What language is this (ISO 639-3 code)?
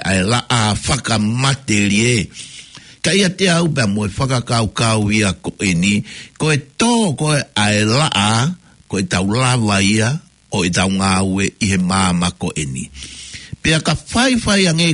ton